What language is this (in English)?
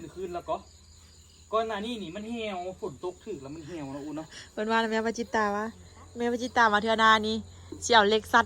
Lao